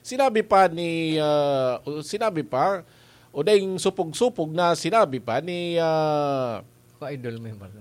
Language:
Bikol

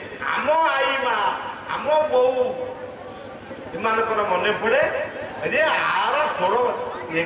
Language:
Odia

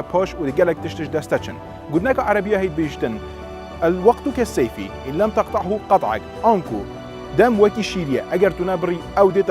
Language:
Kurdish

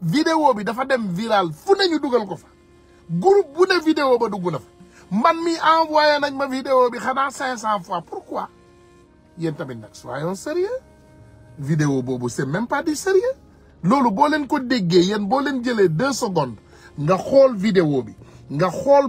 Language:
Wolof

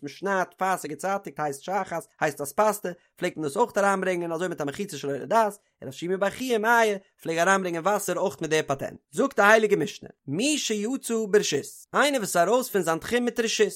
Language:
Yiddish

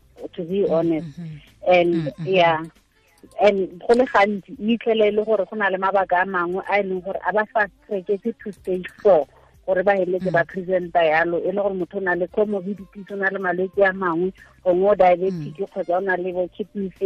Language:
Tswana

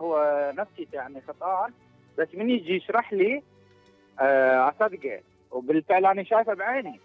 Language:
Mesopotamian Arabic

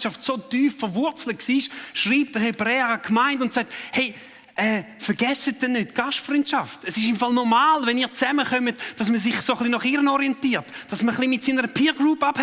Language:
Swiss German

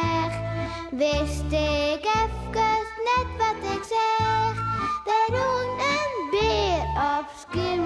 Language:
Western Frisian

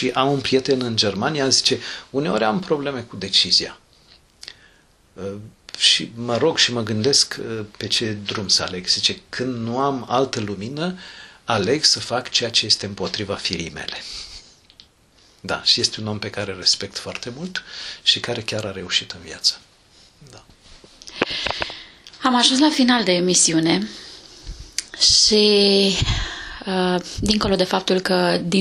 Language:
Romanian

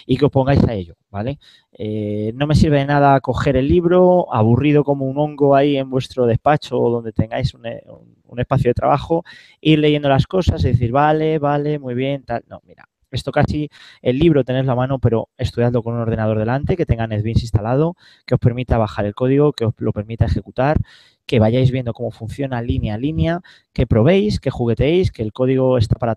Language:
Spanish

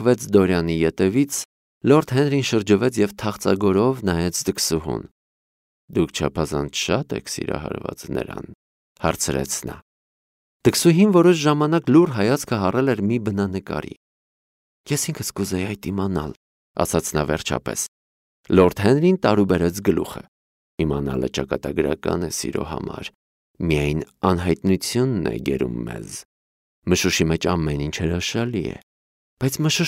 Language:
Armenian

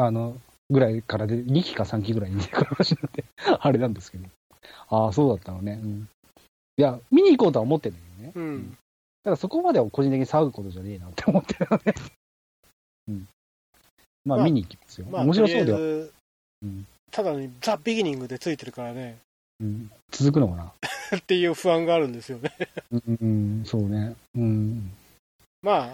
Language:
Japanese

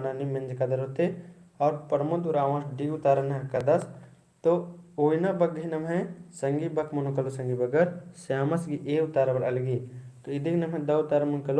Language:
Kurukh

